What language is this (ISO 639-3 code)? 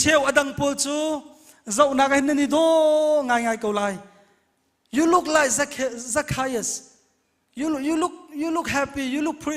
cnh